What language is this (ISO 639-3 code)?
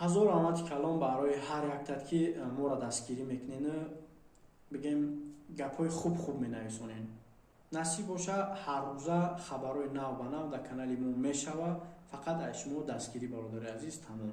tgk